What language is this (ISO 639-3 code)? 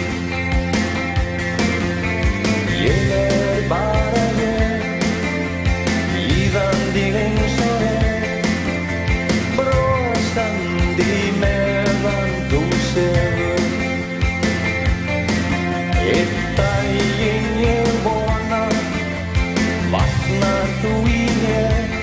isl